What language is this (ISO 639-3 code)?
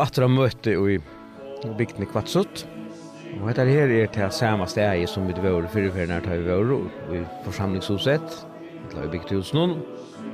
fao